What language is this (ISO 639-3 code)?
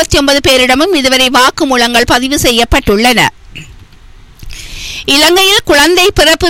tam